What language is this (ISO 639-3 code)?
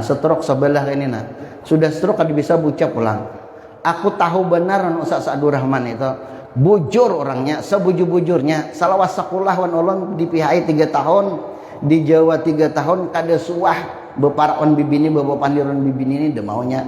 bjn